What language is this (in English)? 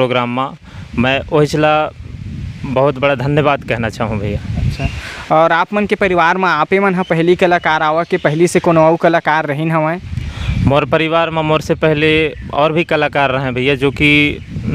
Chhattisgarhi